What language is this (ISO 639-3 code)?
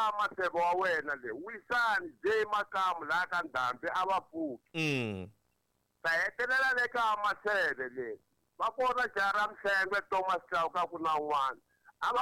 tso